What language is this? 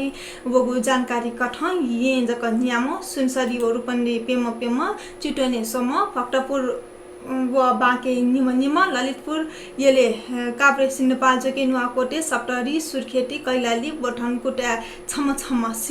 Newari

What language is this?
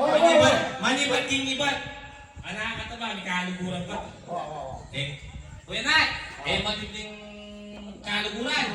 Pampanga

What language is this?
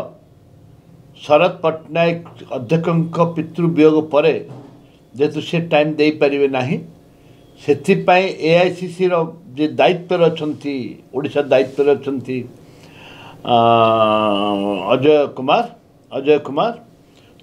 Odia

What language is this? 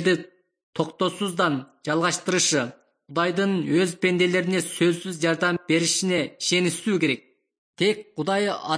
Kyrgyz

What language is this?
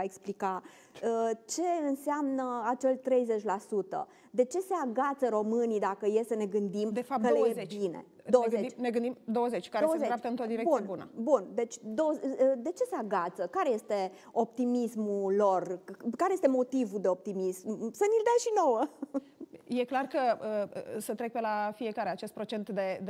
Romanian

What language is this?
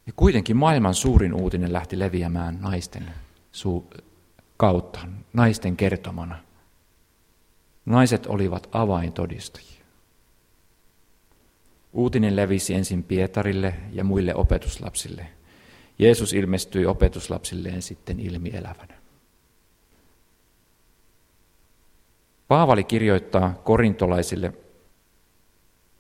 Finnish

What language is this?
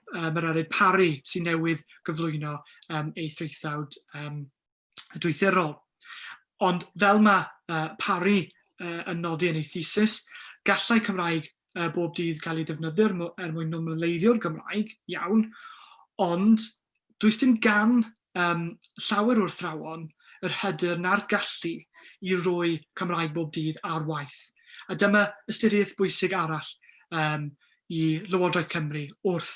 Welsh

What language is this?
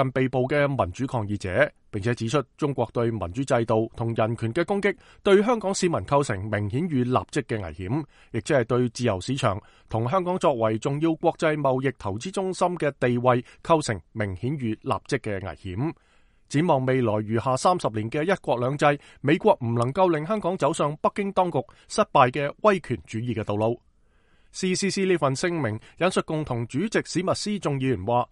Cantonese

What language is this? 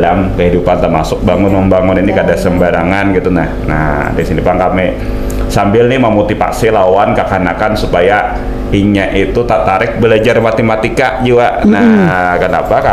Banjar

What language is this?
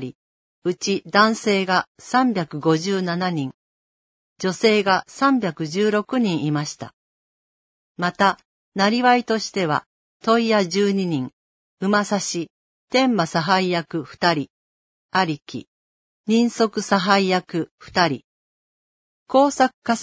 Japanese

